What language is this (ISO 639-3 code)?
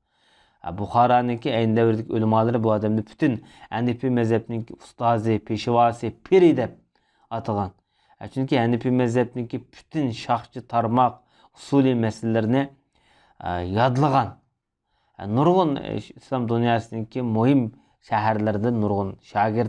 uig